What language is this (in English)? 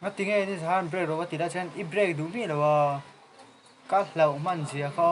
Mizo